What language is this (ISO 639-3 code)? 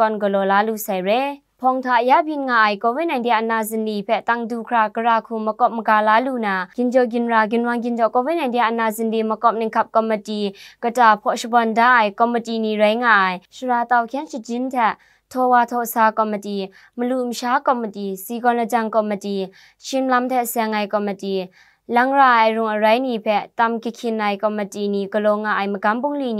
kac